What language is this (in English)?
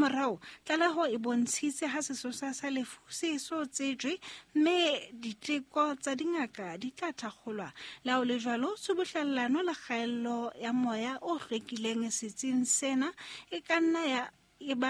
Southern Sotho